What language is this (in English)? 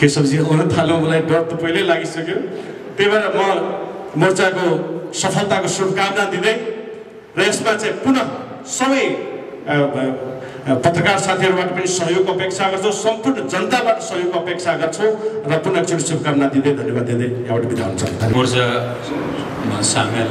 Nepali